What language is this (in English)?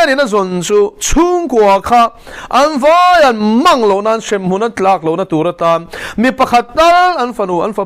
Mizo